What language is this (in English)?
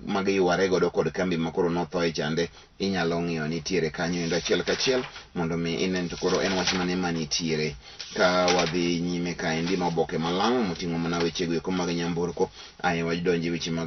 Luo (Kenya and Tanzania)